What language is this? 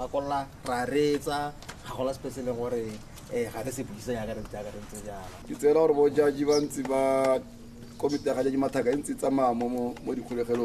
Tswana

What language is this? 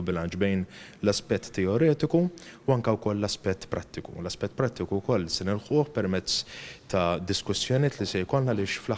Maltese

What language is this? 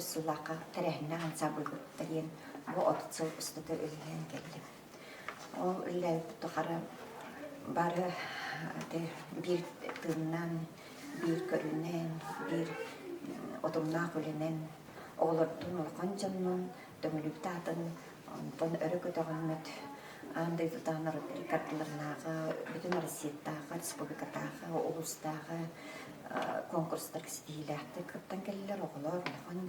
Yakut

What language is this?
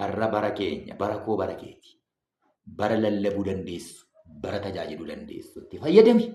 Oromo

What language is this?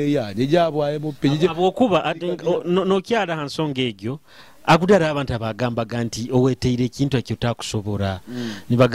Nyoro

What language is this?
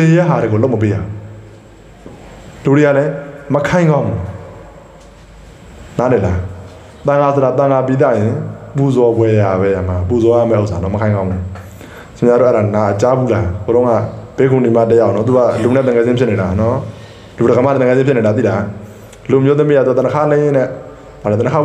Burmese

